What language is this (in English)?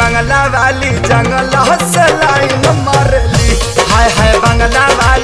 Bhojpuri